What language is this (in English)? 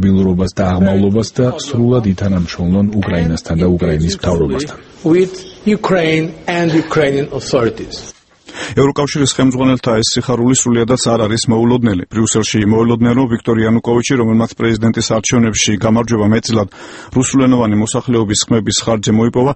Georgian